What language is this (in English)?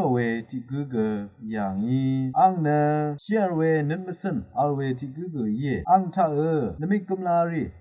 Rawang